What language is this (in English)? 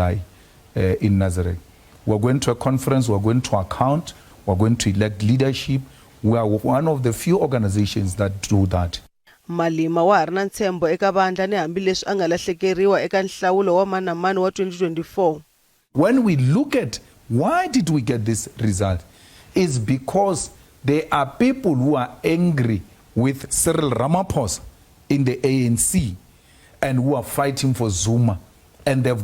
Tsonga